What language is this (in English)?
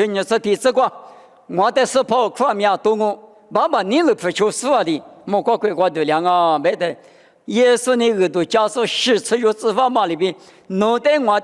Lisu